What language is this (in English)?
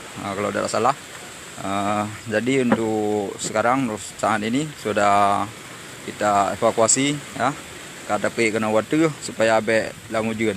Achinese